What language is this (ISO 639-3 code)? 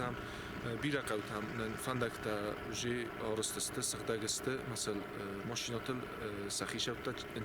oss